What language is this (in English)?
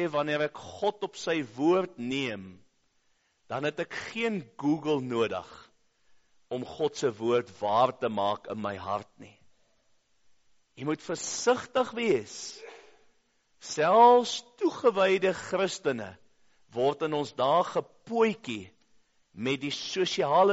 Afrikaans